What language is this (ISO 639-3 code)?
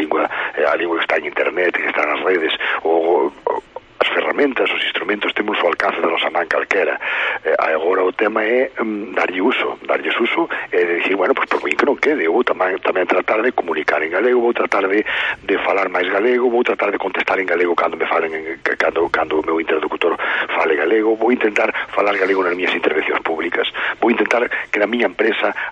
glg